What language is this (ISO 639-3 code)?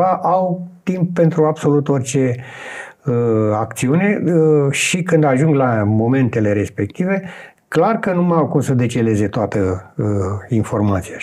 ron